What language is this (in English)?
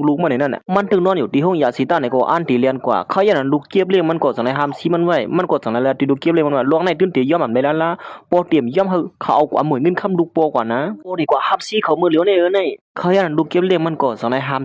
Shan